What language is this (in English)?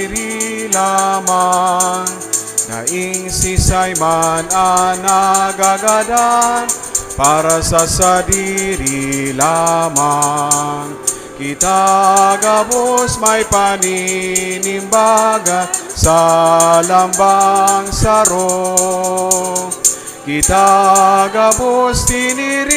Bikol